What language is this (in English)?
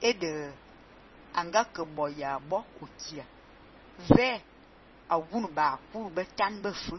Fang